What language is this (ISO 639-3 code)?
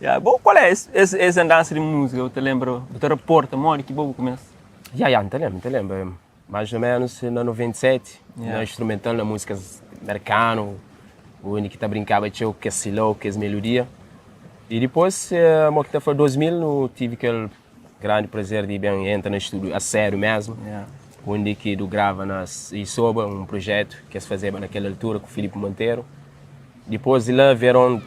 kea